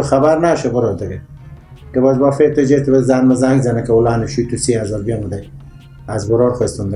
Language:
Persian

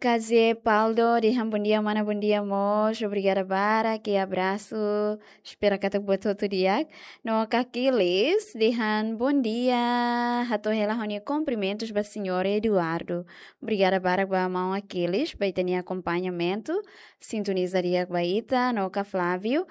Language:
Tetum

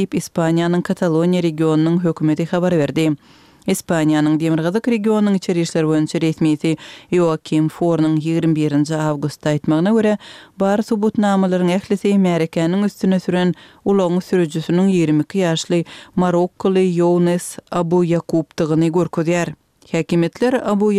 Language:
Turkmen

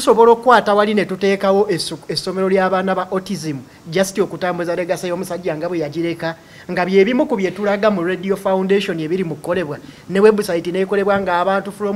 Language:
Ganda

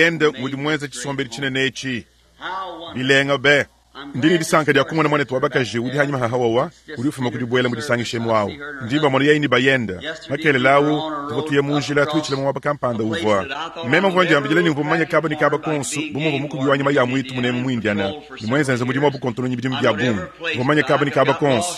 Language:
Luba-Lulua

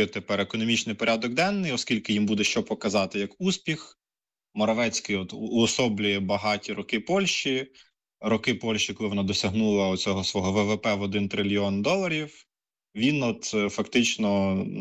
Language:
Ukrainian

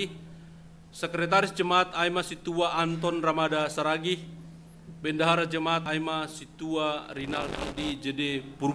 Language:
Batak Simalungun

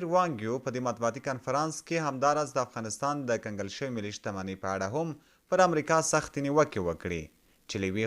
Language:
Pashto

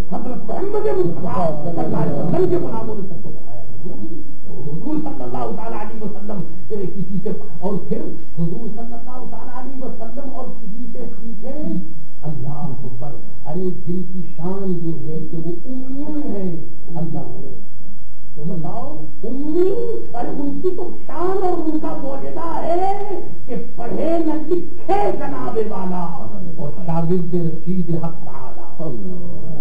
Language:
Urdu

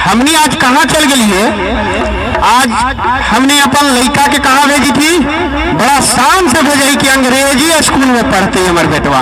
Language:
Magahi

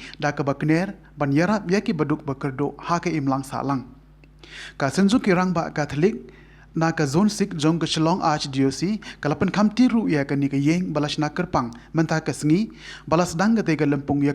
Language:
Khasi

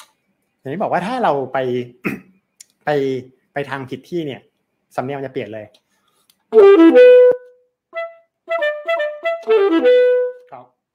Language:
Thai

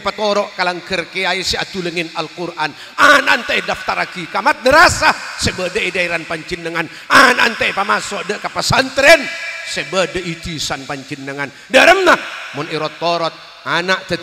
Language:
Madurese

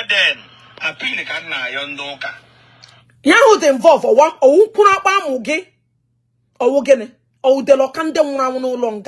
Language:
Igbo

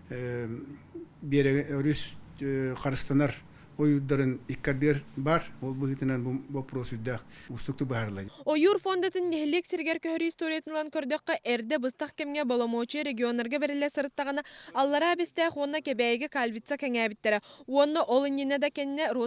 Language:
Yakut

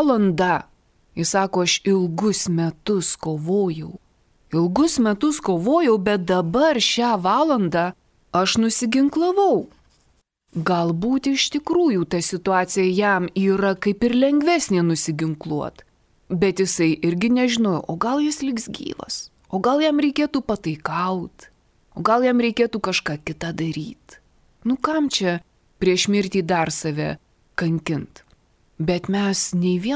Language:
Lithuanian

